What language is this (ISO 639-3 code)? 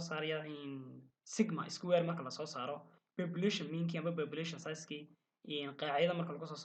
som